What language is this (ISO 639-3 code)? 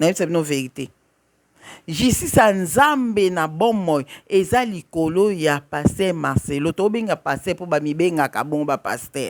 lin